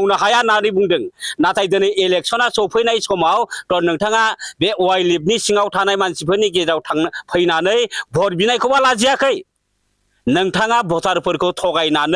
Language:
Bodo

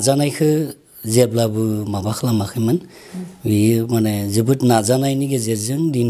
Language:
Bodo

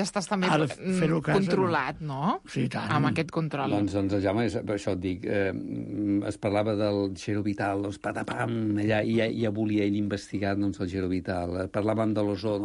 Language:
Catalan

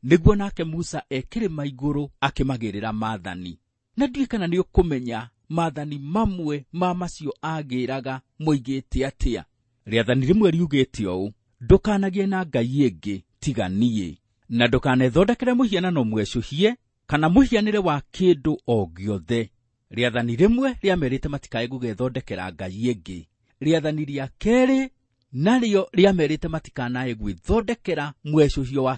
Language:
Kikuyu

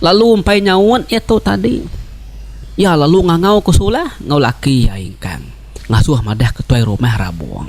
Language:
Iban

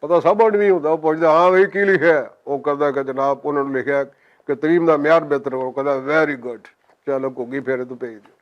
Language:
Western Panjabi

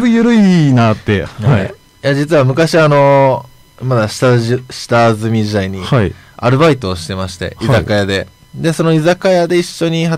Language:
Japanese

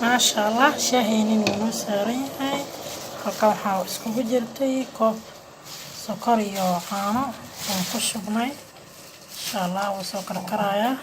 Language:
Somali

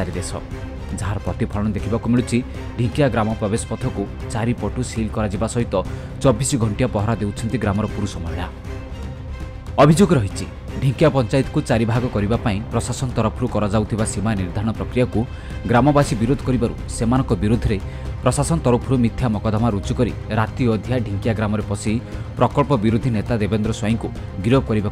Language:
Odia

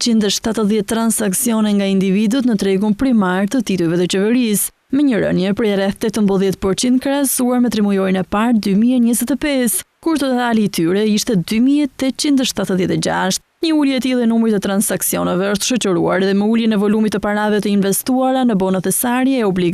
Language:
Albanian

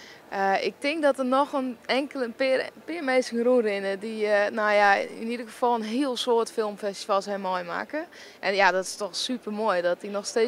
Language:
Western Frisian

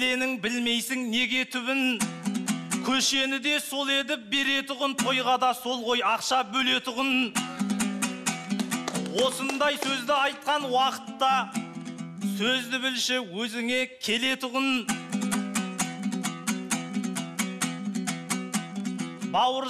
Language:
Kazakh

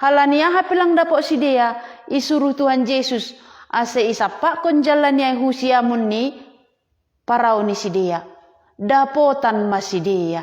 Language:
Batak Simalungun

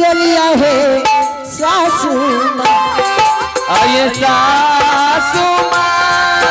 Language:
Angika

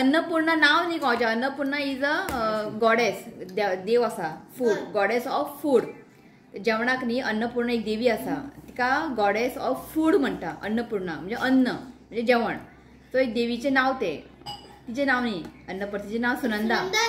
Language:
Konkani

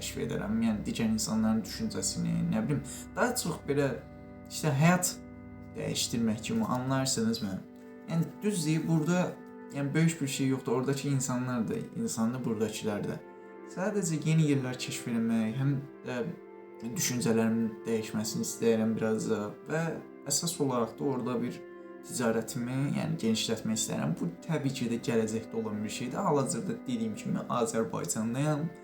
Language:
Azerbaijani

